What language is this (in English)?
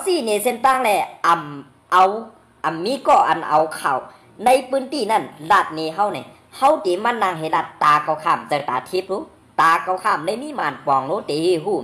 Shan